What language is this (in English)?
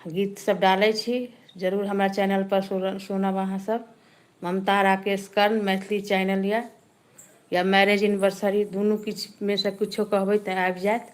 Maithili